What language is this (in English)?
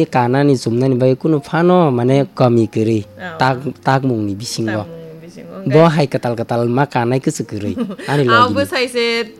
Kok Borok